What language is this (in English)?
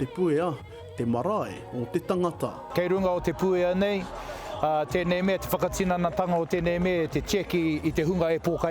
Māori